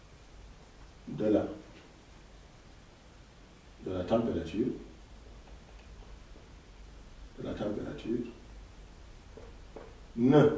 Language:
French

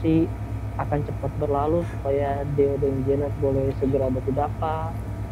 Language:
Manado Malay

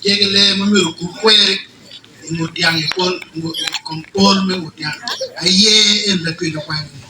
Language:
Acoli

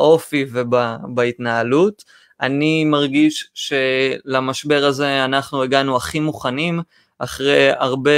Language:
Hebrew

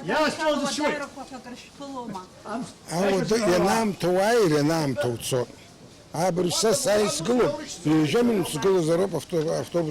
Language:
Abkhazian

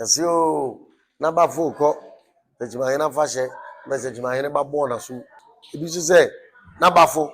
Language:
Akan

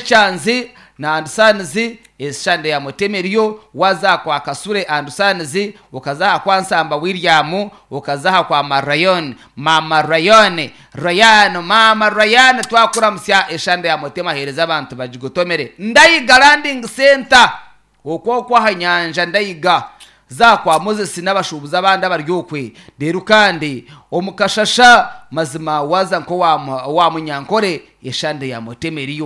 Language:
Nyankole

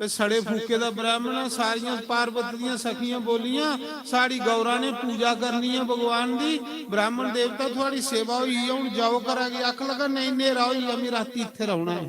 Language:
Dogri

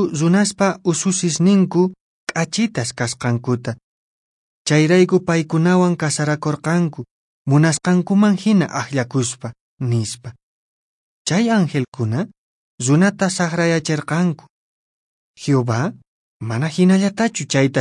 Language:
Quechua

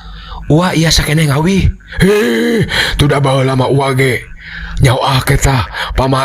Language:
Sundanese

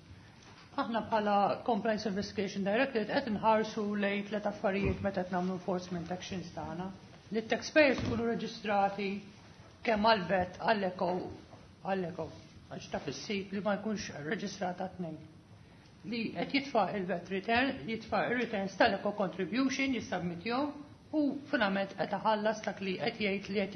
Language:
Maltese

